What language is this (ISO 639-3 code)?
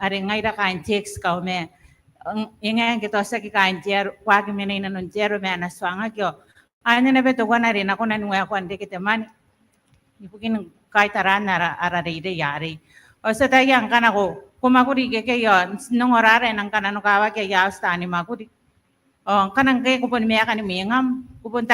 gil